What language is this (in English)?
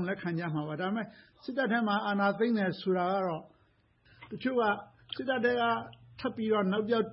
Burmese